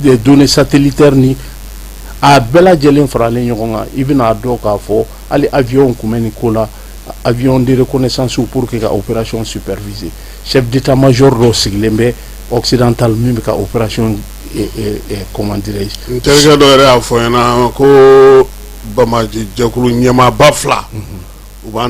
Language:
Bambara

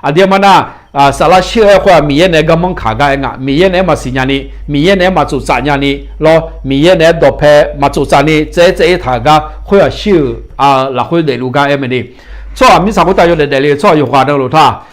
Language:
Akha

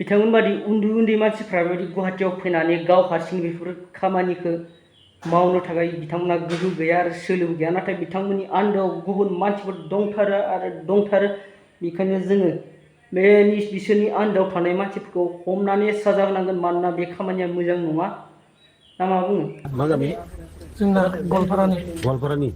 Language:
Bodo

